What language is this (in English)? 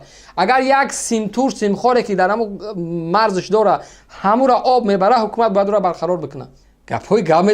Tajik